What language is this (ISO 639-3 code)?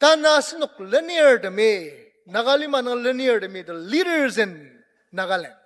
njo